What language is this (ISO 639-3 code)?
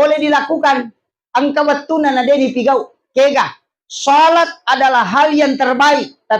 bug